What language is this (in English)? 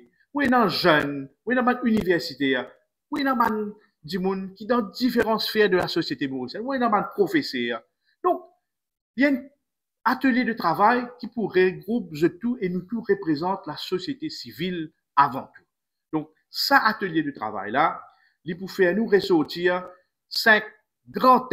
Morisyen